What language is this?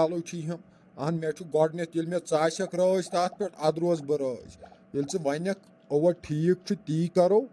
Kashmiri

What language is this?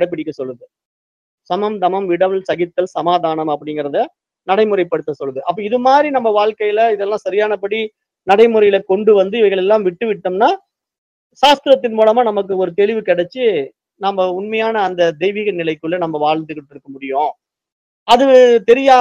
Tamil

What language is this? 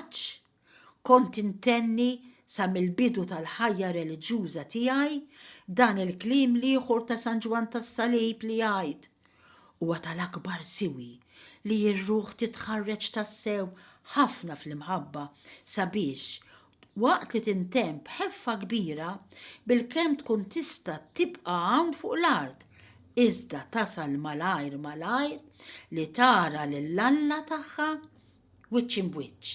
Maltese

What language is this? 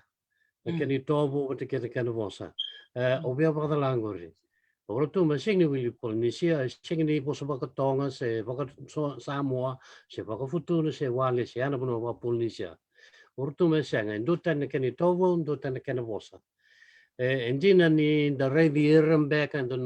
Fijian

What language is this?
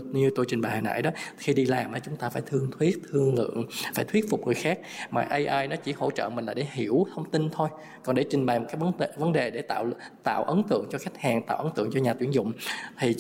Vietnamese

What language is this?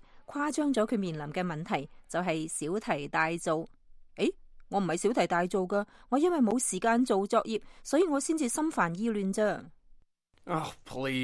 Cantonese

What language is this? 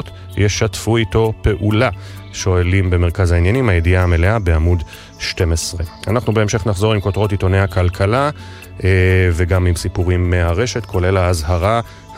Hebrew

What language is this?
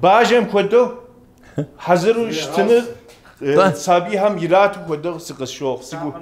Kabardian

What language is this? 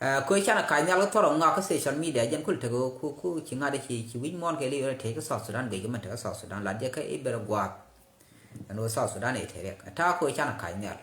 Nuer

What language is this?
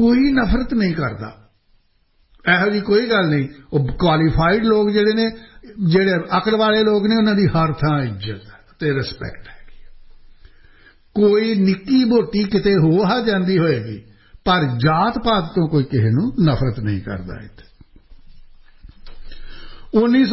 Punjabi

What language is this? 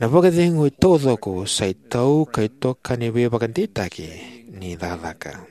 Fijian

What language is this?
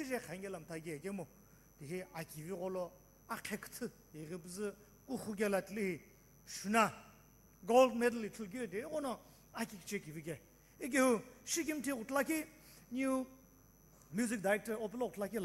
Sumi Naga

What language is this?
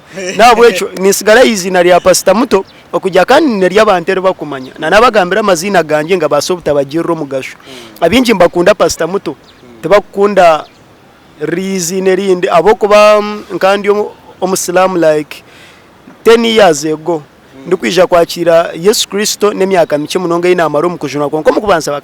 Nyankole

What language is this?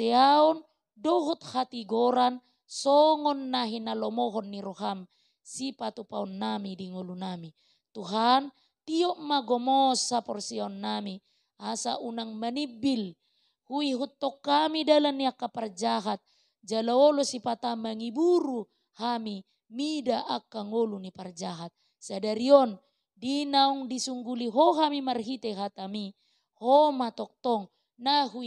Batak Toba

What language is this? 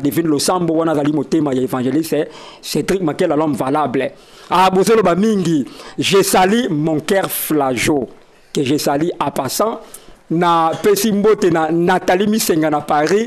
Lingala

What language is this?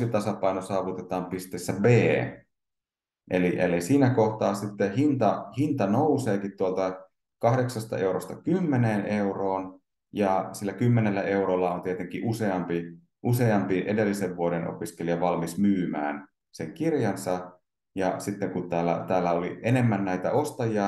Finnish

